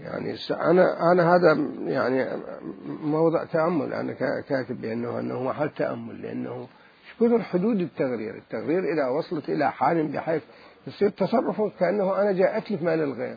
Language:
Mesopotamian Arabic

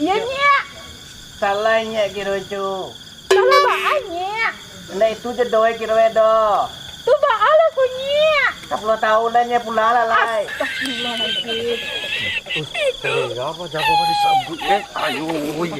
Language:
Minangkabau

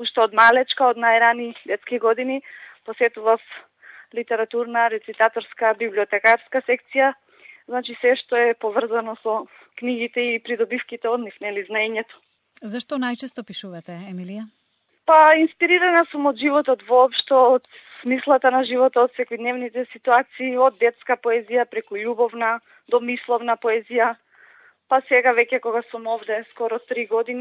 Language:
Macedonian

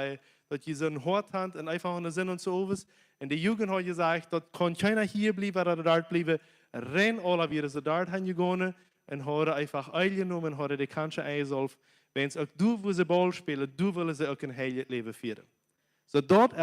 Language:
Plautdietsch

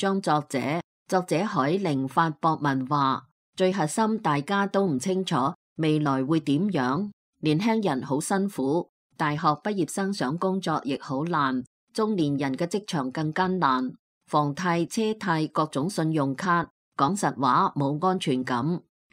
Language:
Cantonese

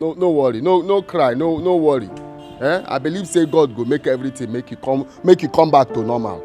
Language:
Nigerian Pidgin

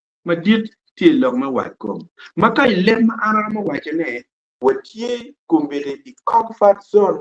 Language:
Acoli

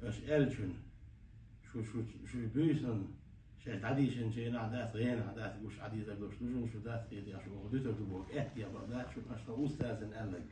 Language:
Chechen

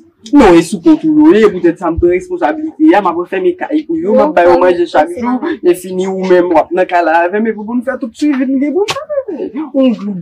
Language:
Haitian Creole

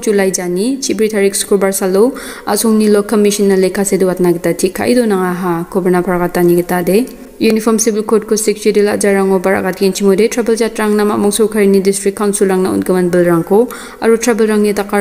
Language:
Garo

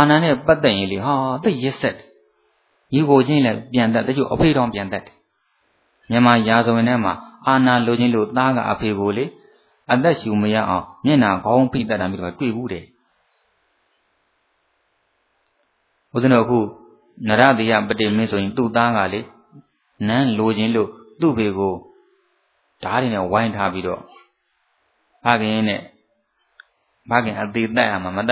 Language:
Burmese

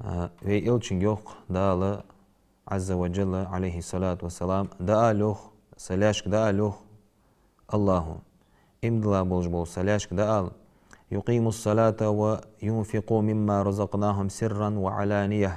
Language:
Ingush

